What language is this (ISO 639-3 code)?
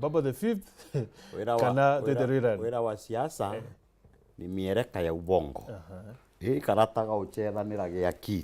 mer